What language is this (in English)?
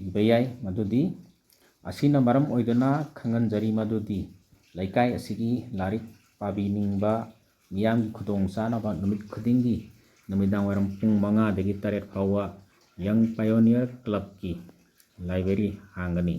Manipuri